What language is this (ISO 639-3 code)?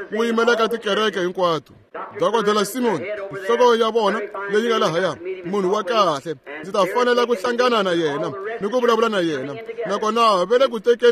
tso